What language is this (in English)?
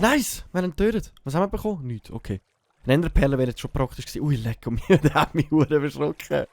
Swiss German